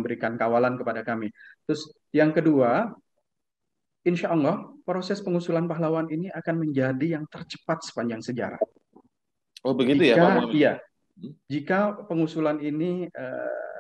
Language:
Indonesian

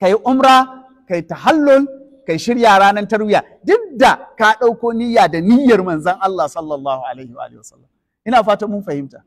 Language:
Hausa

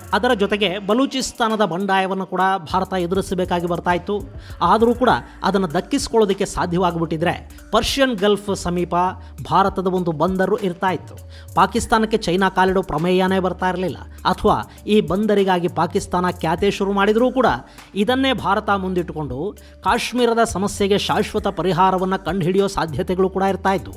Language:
Kannada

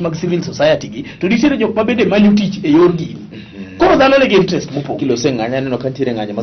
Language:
Luo (Kenya and Tanzania)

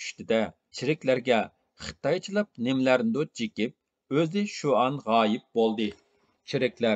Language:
Uyghur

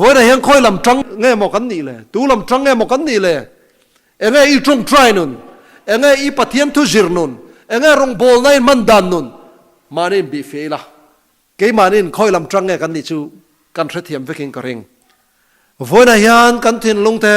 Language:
Mizo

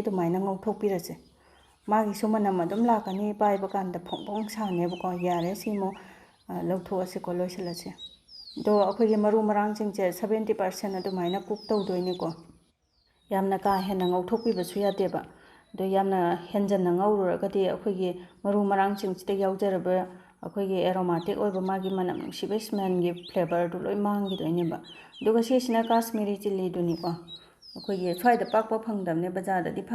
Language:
Manipuri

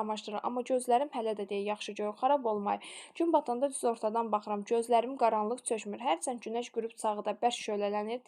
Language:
Azerbaijani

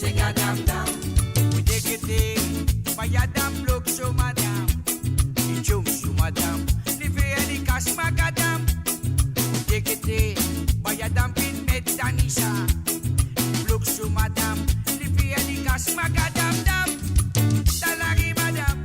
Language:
Morisyen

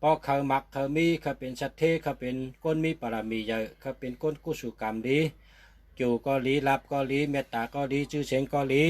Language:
Shan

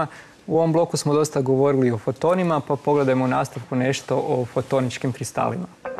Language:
Croatian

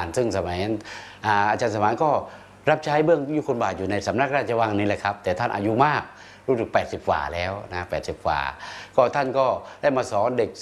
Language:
Thai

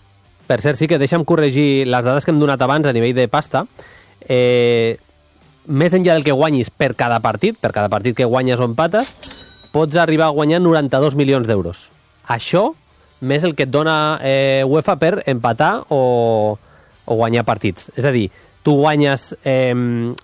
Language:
Catalan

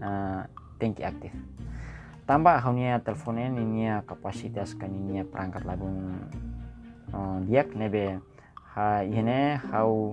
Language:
Tetum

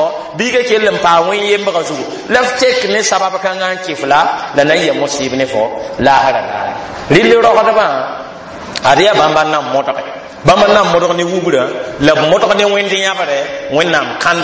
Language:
Mossi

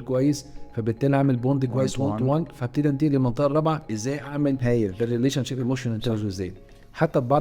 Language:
Egyptian Arabic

